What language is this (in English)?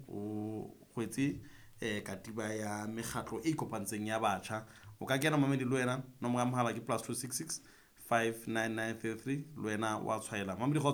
Southern Sotho